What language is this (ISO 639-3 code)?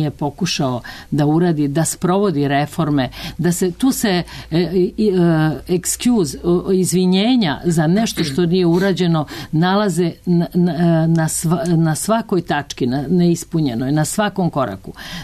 srp